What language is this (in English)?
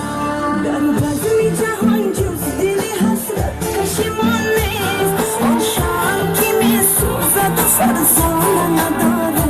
Tajik